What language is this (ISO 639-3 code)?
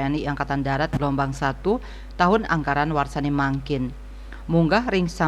ban